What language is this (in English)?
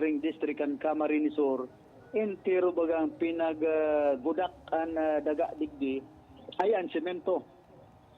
Bikol